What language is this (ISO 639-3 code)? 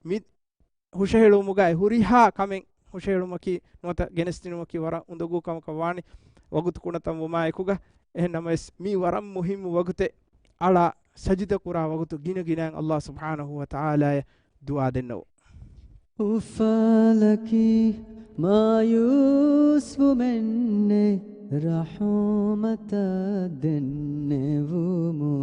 div